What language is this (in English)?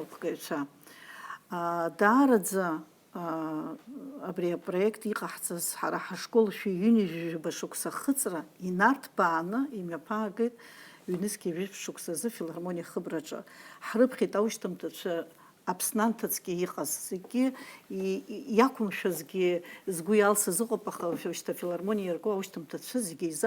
Abkhazian